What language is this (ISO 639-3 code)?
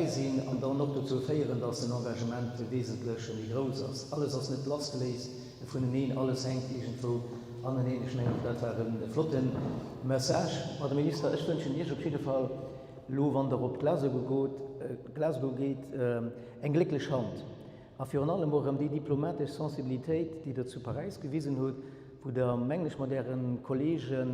ltz